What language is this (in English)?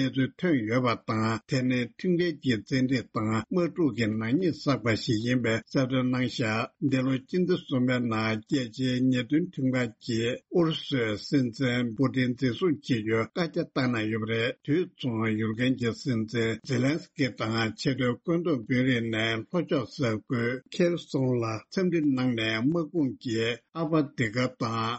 Tibetan